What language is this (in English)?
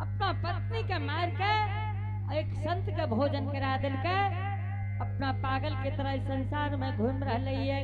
Angika